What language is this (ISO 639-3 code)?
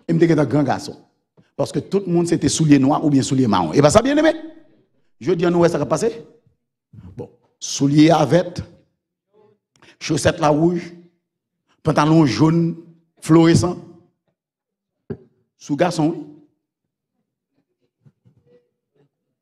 fra